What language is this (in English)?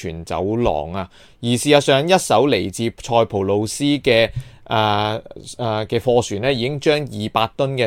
Cantonese